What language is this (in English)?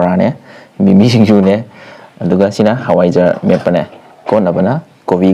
Manipuri